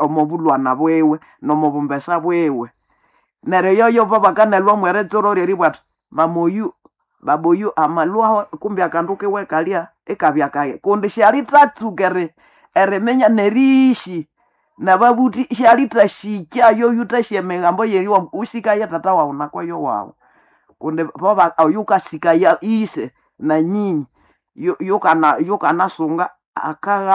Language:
Nande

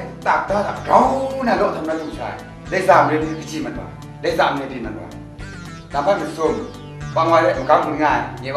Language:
Kachin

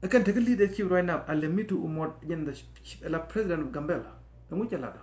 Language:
Nuer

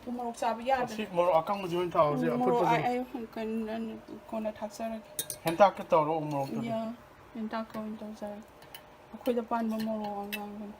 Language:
Manipuri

